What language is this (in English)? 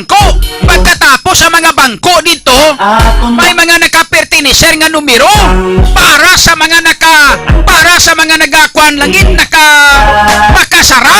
Hiligaynon